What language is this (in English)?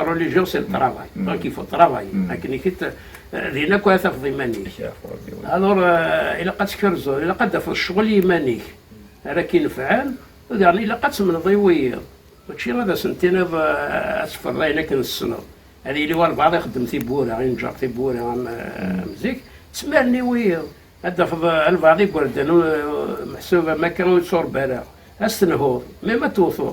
Kabyle